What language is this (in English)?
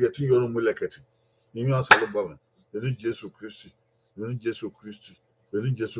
Bini